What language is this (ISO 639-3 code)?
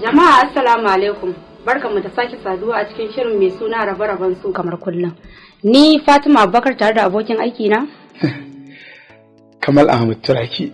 hau